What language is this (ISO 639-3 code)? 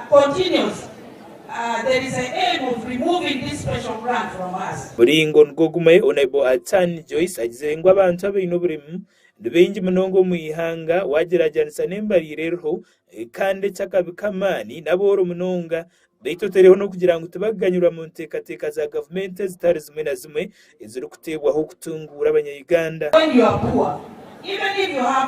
nyn